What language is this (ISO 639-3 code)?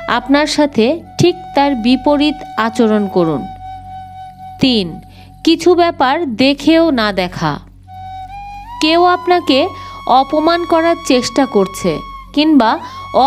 ben